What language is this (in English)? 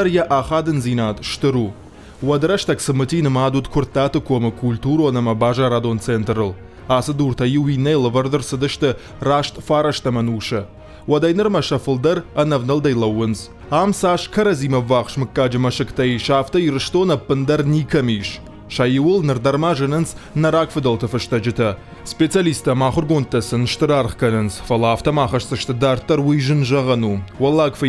Ossetic